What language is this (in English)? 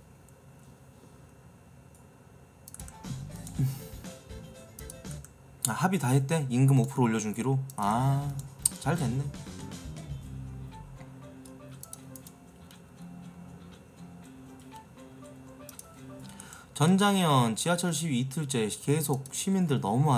Korean